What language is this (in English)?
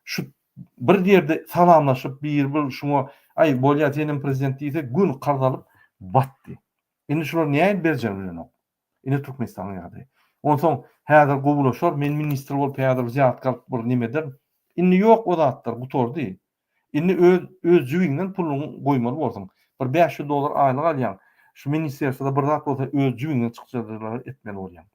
Turkmen